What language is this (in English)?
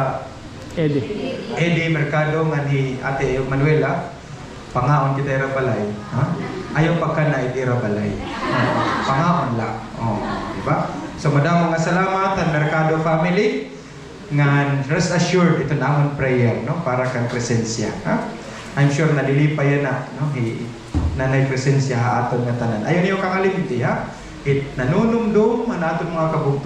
Waray